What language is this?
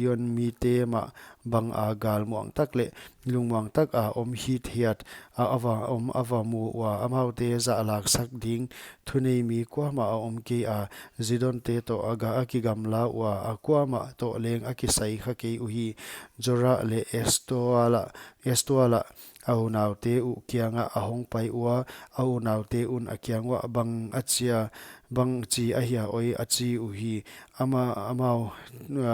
Paite Chin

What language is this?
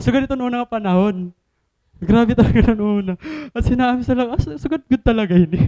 Waray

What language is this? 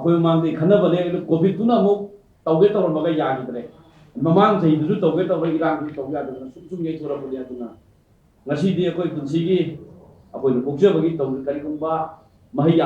Manipuri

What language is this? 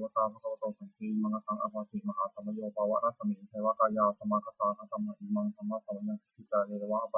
Pali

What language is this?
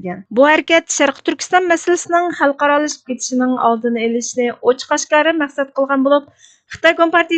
Uyghur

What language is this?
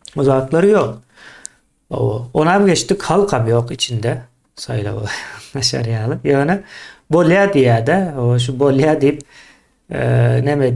Turkmen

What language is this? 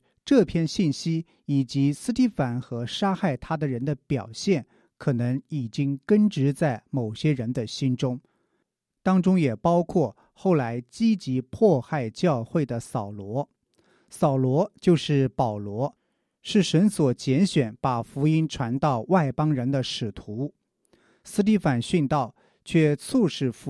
Chinese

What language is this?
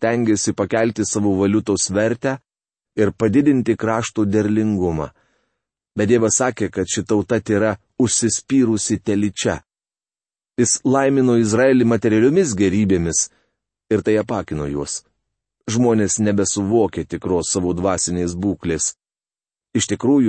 Lithuanian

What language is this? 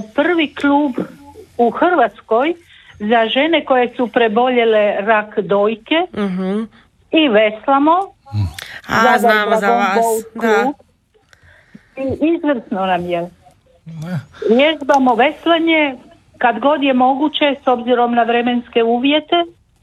Croatian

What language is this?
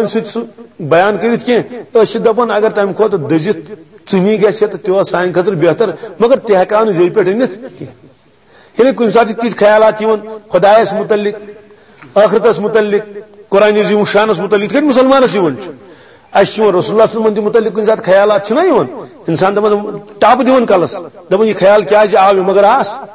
Kashmiri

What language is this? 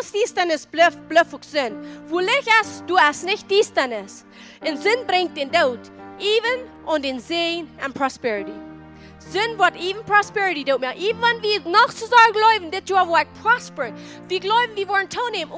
Plautdietsch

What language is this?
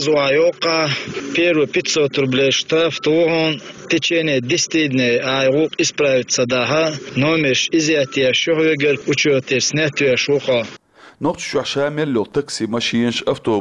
Chechen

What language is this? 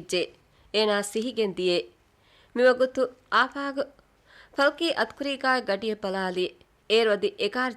Divehi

